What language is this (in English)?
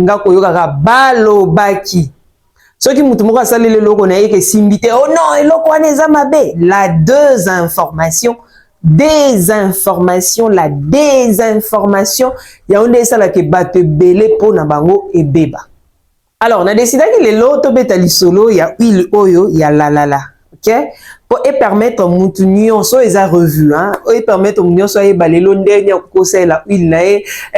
Lingala